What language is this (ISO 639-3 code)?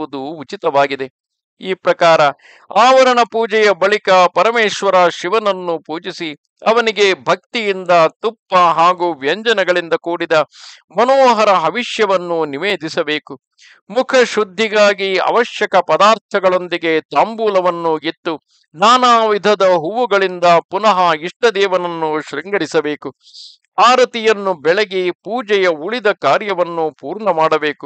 kan